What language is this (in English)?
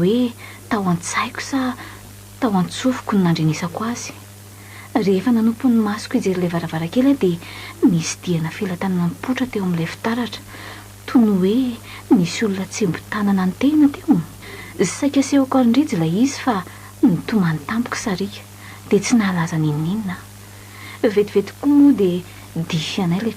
Malagasy